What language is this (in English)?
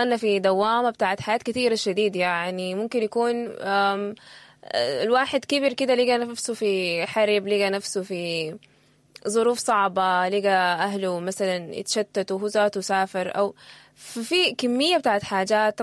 Sudanese Arabic